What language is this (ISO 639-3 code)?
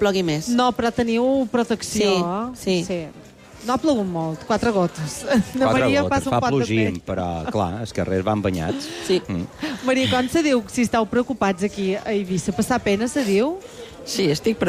cat